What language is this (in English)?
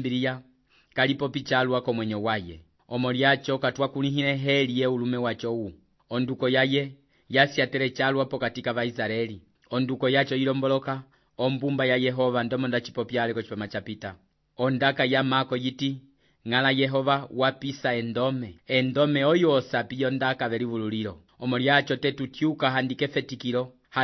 Umbundu